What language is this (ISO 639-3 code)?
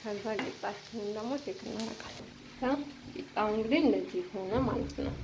amh